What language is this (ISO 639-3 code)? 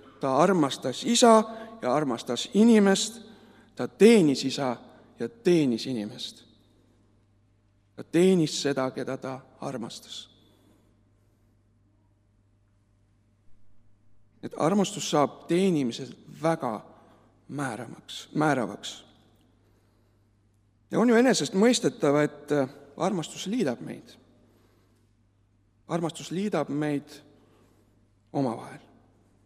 est